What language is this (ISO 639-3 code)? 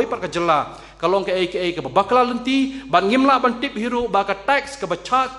kha